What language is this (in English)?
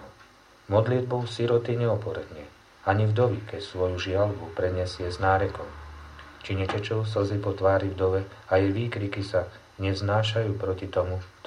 Slovak